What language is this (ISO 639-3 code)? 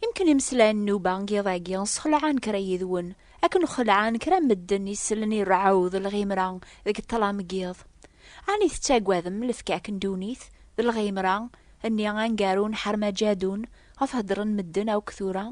kab